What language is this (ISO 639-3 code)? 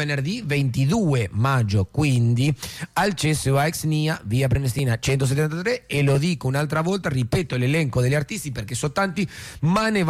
ita